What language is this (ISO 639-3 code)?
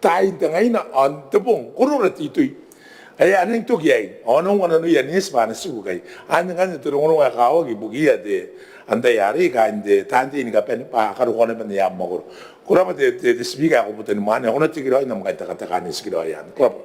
gil